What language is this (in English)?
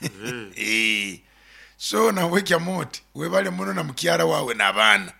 Nyoro